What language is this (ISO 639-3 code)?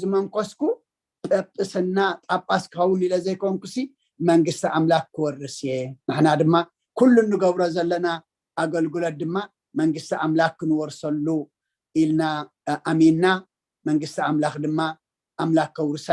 tir